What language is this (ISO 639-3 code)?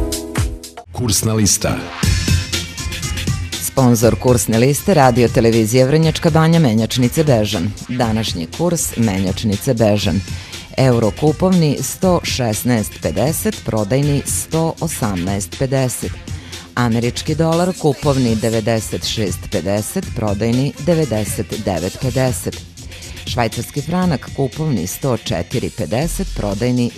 srp